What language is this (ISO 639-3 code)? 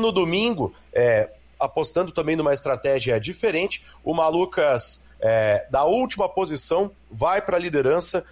por